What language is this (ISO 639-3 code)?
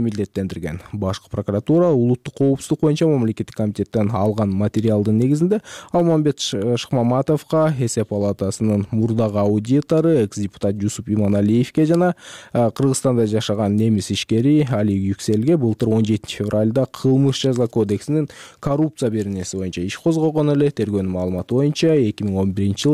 kir